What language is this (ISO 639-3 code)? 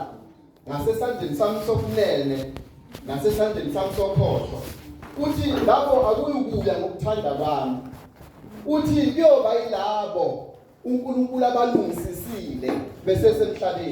zul